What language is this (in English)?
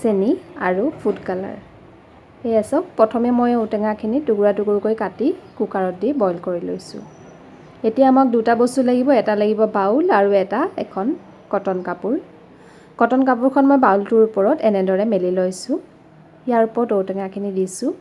Assamese